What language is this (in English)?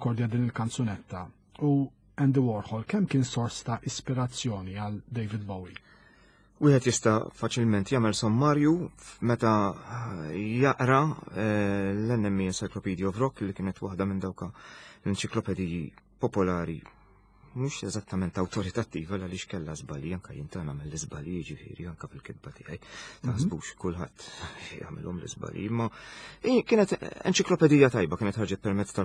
Maltese